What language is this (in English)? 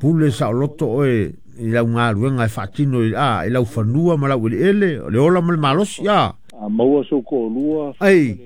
Samoan